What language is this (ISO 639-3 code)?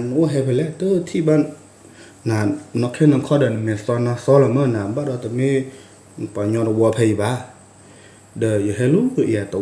ksw